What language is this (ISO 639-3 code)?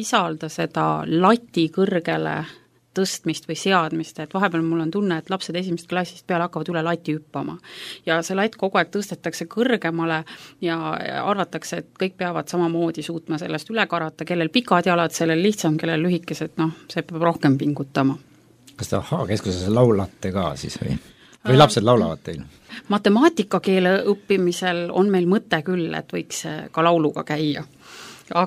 est